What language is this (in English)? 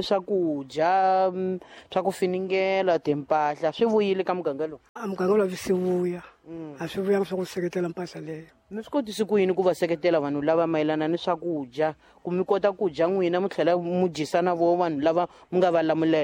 Tsonga